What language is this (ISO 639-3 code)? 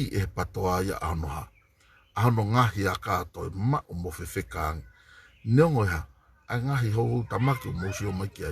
ton